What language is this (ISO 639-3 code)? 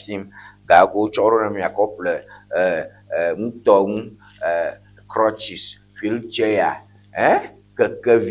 ewe